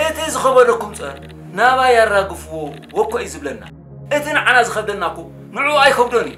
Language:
Tigrinya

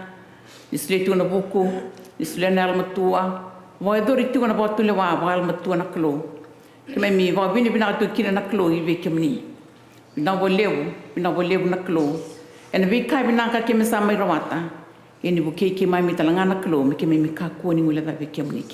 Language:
Fijian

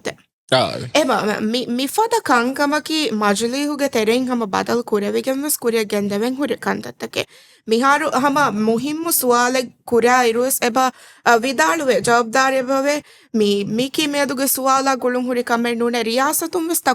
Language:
Divehi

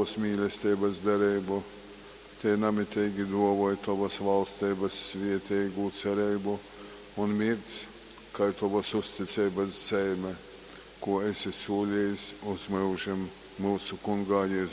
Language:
Latgalian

